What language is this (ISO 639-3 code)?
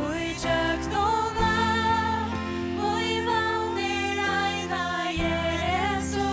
fao